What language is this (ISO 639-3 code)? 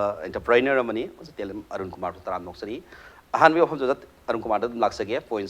mni